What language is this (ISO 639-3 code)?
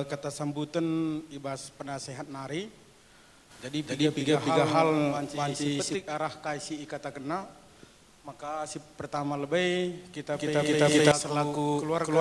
btx